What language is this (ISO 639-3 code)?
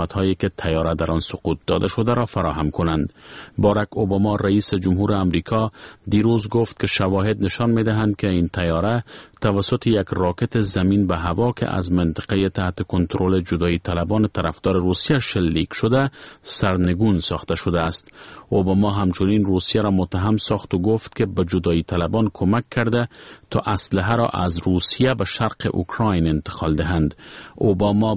fas